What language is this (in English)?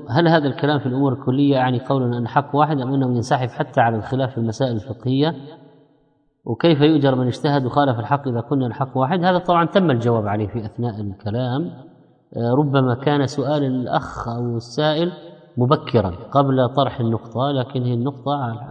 Arabic